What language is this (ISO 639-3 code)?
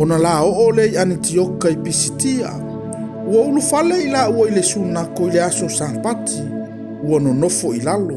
smo